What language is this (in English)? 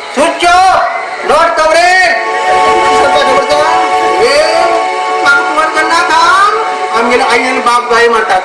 Konkani